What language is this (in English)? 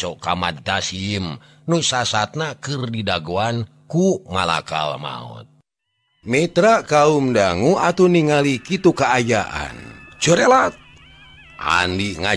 Sundanese